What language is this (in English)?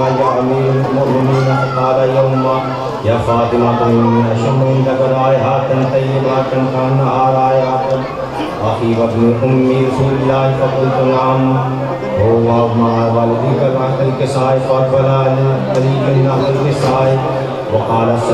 Urdu